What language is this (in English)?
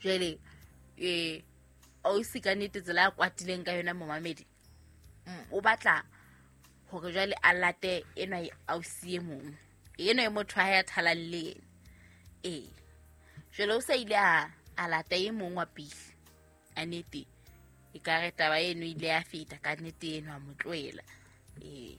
Southern Sotho